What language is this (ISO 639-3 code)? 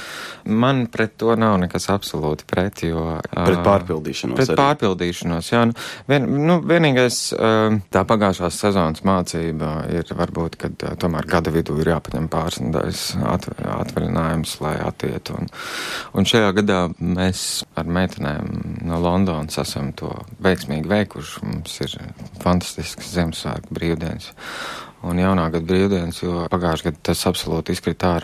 lav